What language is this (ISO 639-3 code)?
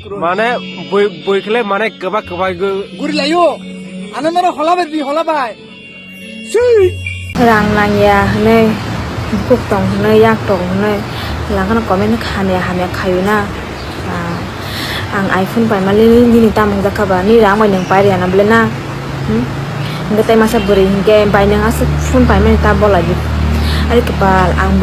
trp